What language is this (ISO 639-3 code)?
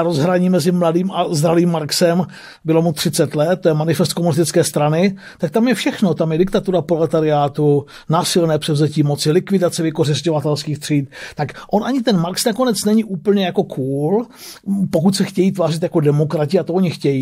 ces